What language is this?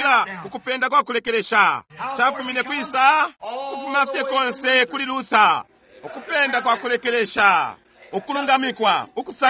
Bemba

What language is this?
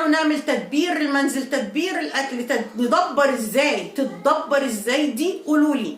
Egyptian Arabic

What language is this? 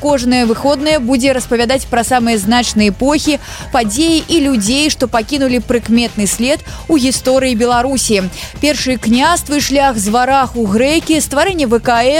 Belarusian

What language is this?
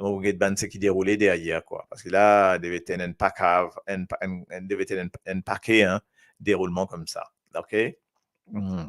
Morisyen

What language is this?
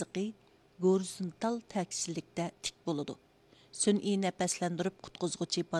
Uyghur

